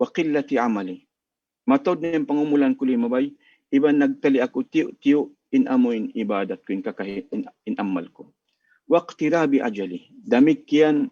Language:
Tausug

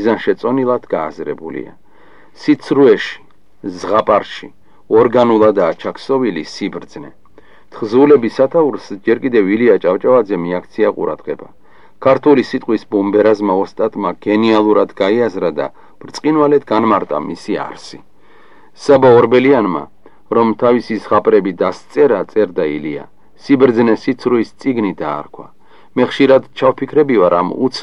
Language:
Georgian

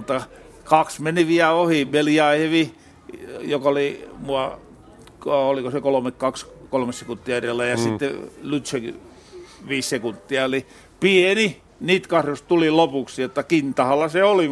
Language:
Finnish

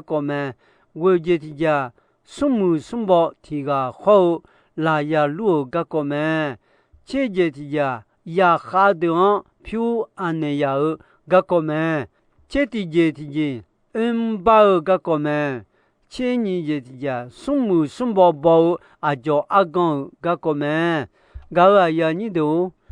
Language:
Akha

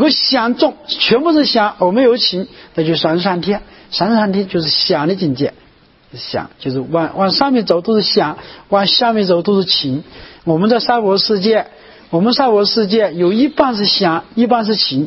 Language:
Chinese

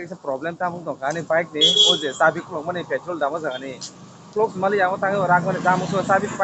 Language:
Kok Borok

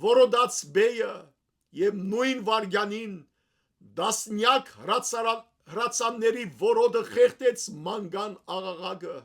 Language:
Western Armenian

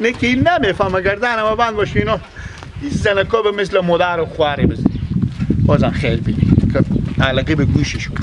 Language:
Persian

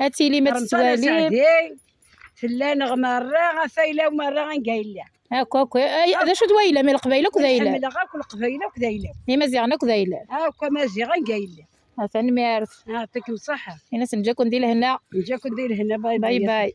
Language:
Kabyle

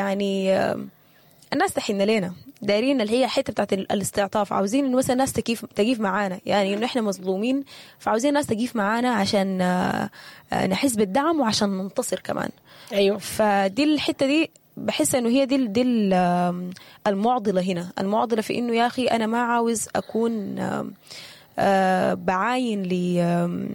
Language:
Sudanese Arabic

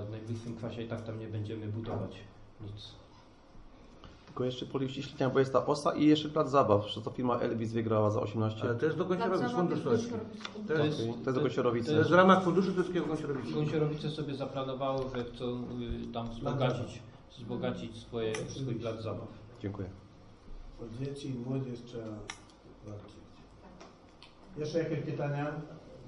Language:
Polish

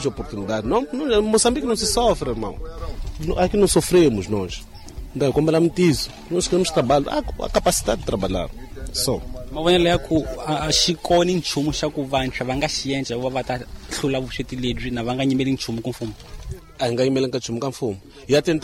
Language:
Tsonga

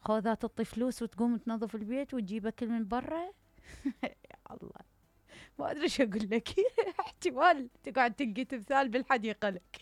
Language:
Mesopotamian Arabic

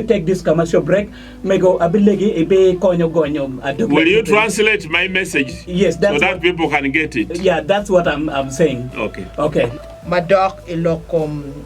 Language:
Acoli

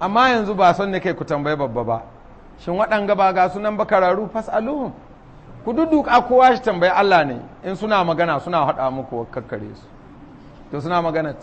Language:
Hausa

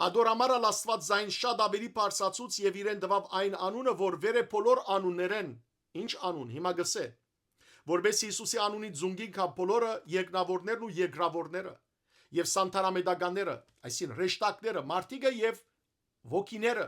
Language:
Western Armenian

